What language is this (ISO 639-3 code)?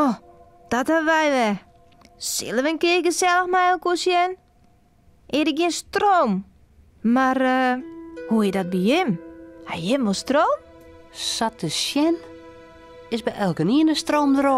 fry